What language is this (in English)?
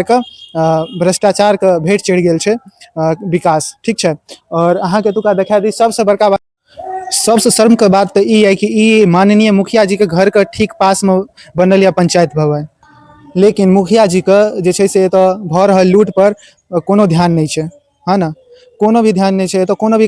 Maithili